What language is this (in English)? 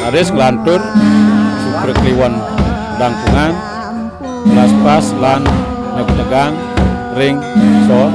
Balinese